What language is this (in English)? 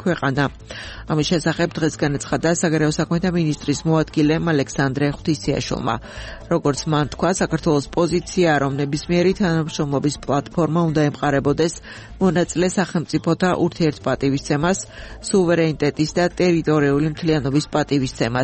Georgian